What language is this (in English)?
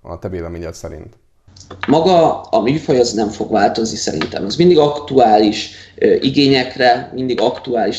Hungarian